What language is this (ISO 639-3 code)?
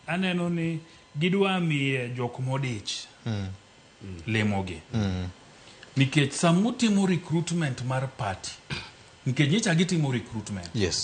luo